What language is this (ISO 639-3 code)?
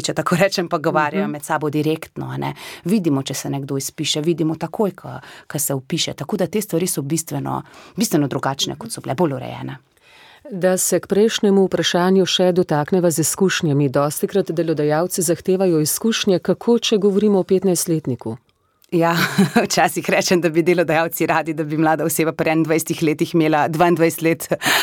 slv